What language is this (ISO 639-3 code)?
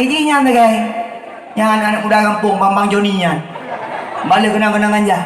ace